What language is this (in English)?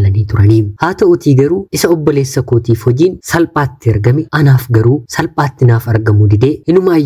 Oromo